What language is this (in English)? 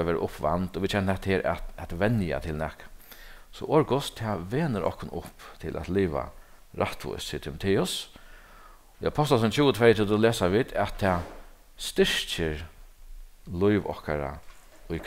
Faroese